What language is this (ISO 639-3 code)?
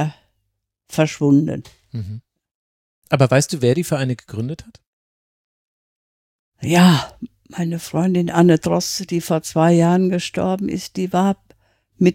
deu